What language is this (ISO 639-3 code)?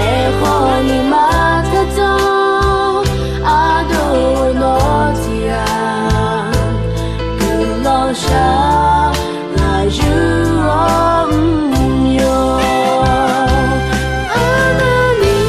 ahk